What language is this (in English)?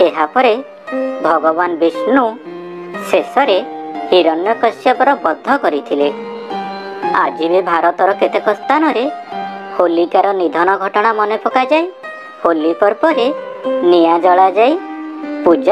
Odia